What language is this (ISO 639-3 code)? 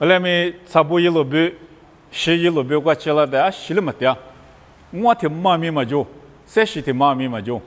lis